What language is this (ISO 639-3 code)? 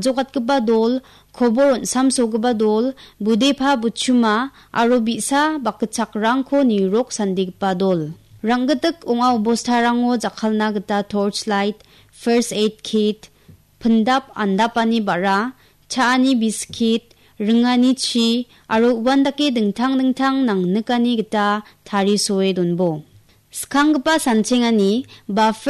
grt